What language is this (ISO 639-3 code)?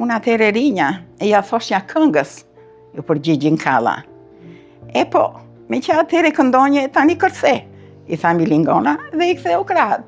sqi